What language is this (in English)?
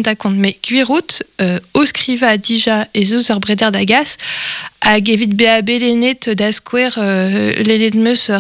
Breton